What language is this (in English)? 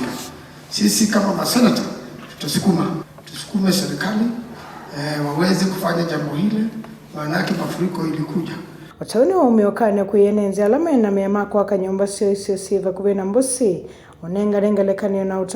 Kamba